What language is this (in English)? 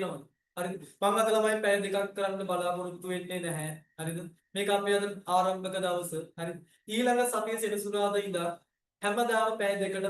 Sinhala